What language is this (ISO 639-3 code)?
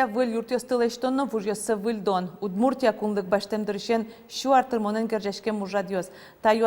udm